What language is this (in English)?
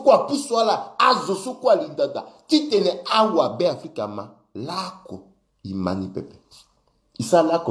Sango